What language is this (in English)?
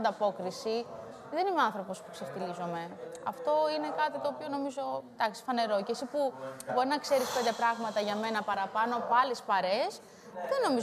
Greek